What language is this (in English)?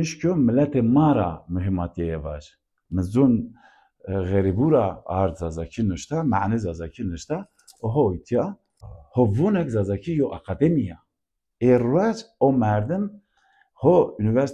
Zaza